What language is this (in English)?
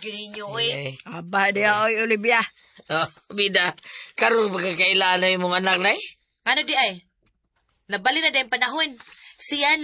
Cebuano